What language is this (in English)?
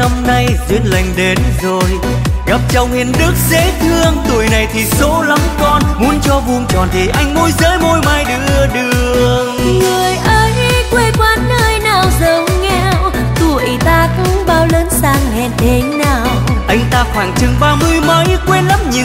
Vietnamese